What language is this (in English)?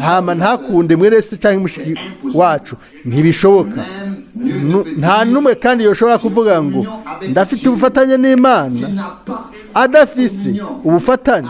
Rundi